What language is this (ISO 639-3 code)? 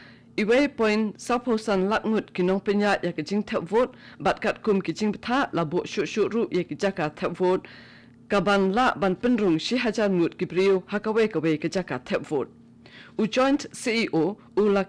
kha